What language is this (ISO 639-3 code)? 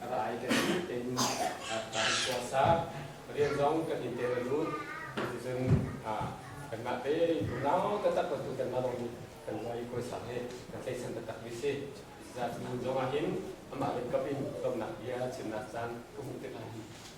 cnh